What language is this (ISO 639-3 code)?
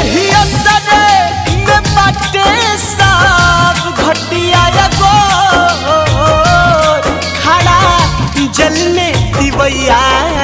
bho